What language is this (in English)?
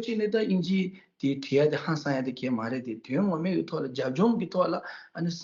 Tibetan